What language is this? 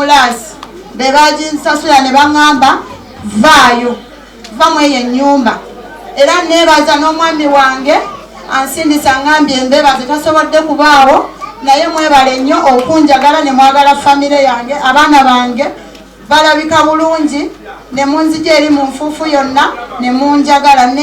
Ganda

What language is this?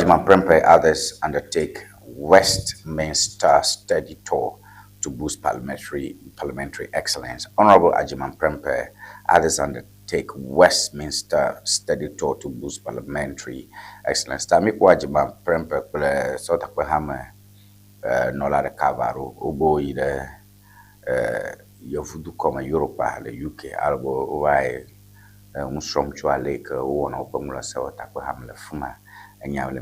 Ewe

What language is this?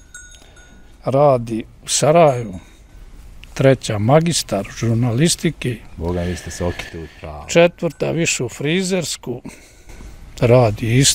Bosnian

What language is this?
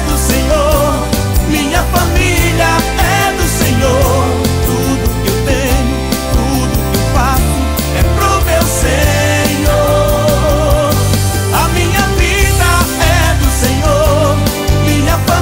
Portuguese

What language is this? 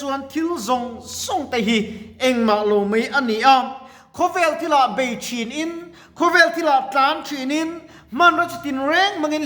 Mizo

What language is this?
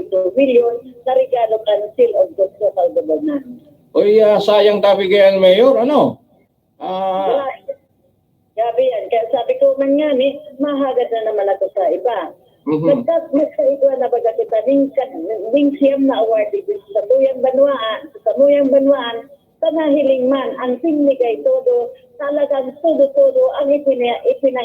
Bikol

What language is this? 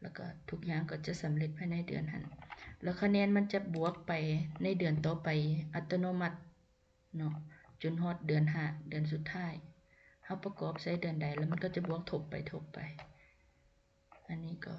Lao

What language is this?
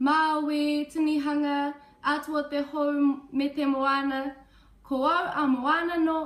Māori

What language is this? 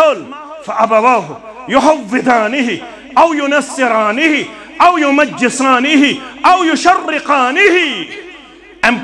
Kashmiri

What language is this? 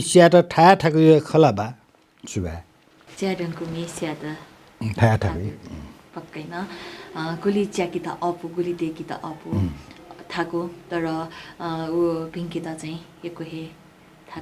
Newari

